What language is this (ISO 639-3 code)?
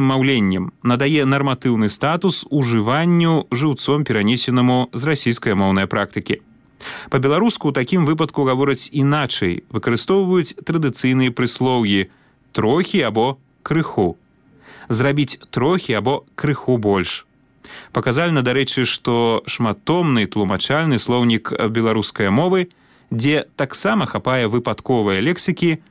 bel